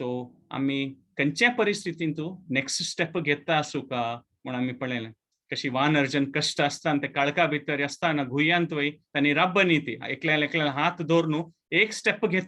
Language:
Konkani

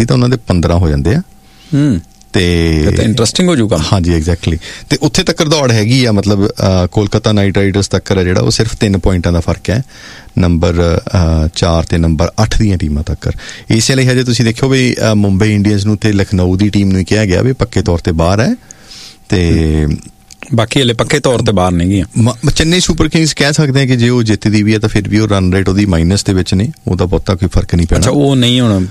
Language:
Punjabi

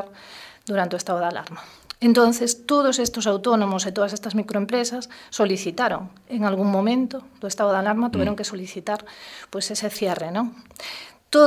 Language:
Galician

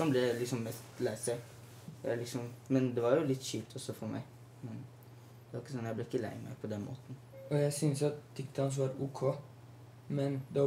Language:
Norwegian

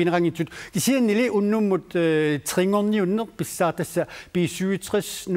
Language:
Kalaallisut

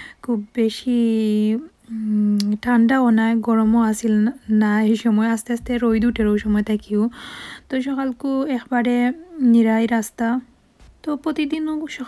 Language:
Sylheti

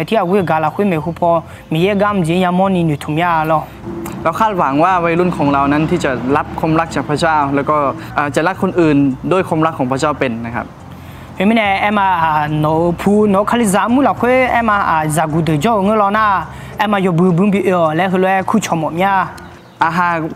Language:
Akha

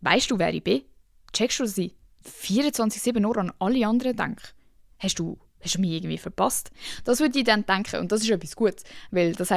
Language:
Swiss German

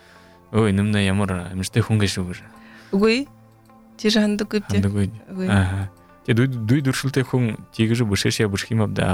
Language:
Buriat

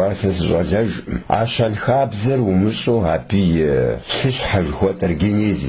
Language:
Kabardian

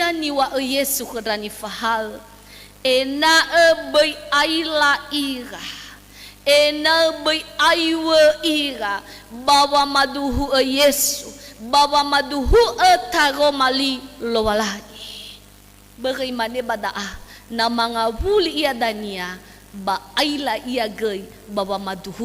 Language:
Nias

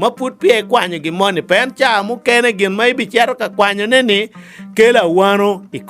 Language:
Acoli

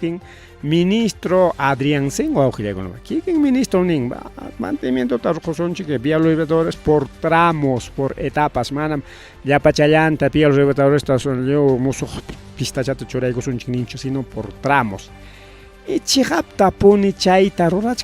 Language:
Ayacucho Quechua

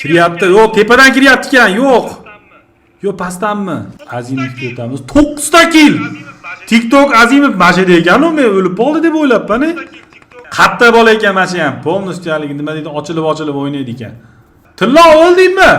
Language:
Uzbek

